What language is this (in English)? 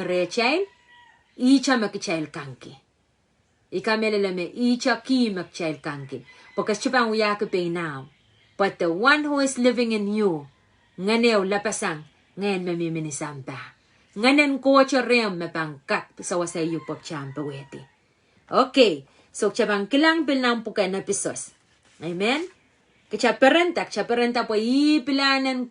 Pohnpeian